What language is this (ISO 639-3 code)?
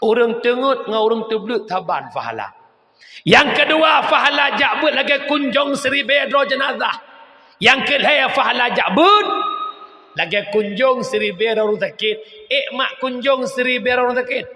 ace